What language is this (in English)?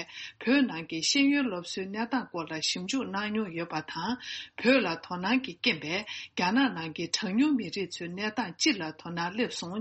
Tibetan